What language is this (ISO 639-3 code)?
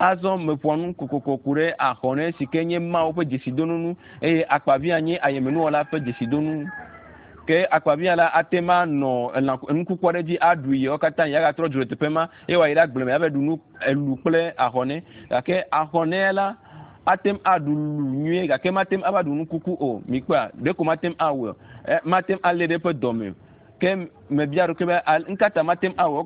ewe